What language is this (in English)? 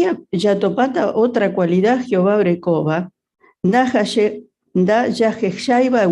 Guarani